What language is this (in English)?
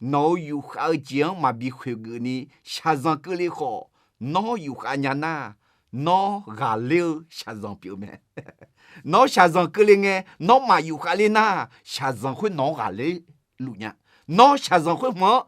Akha